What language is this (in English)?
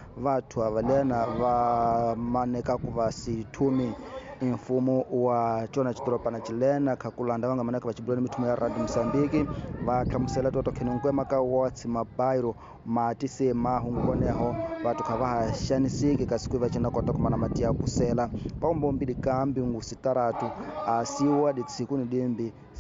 Tsonga